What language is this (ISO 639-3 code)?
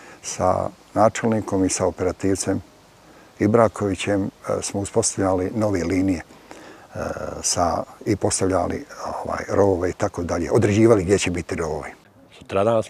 bos